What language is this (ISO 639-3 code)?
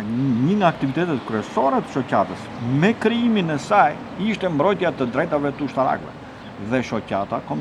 sqi